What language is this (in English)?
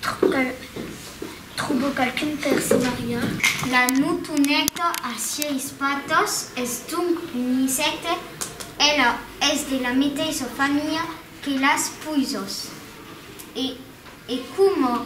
Occitan